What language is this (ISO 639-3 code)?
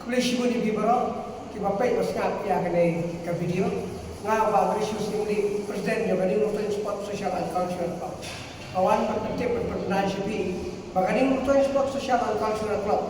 kha